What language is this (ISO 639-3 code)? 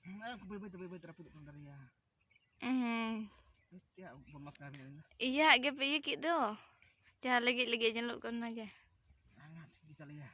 sat